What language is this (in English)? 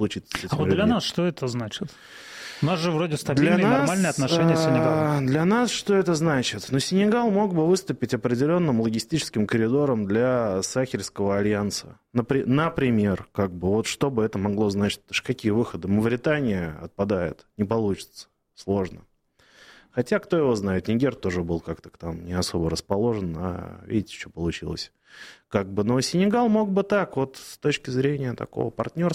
Russian